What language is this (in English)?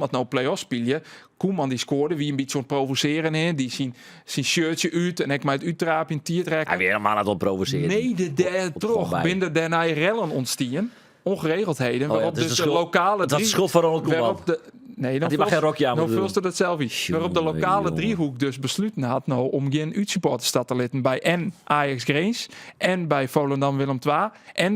Western Frisian